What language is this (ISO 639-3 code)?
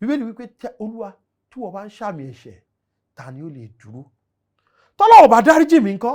yor